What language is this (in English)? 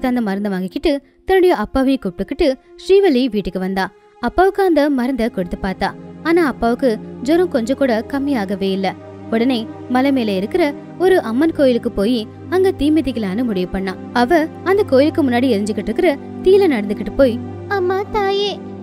Tamil